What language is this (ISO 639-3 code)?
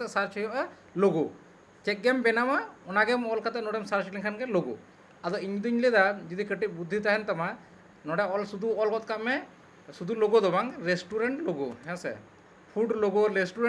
sat